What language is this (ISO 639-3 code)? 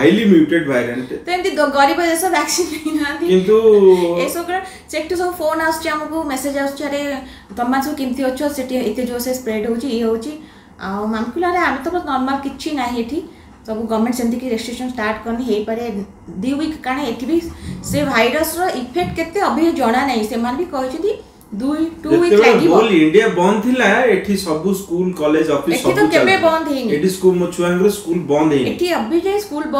ori